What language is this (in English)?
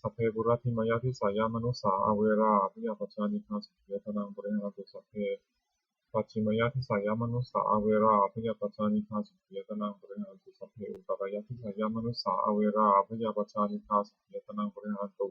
Pali